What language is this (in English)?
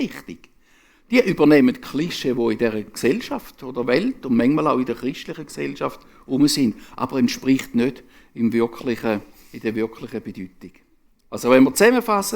Swiss German